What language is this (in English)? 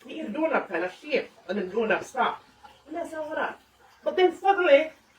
Jamaican Creole English